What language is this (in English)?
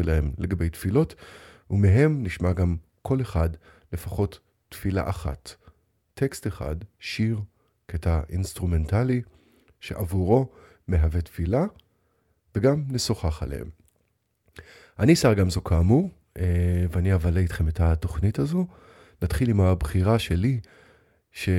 Hebrew